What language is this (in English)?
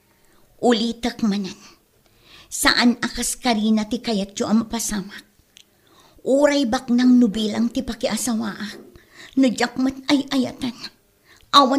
Iloko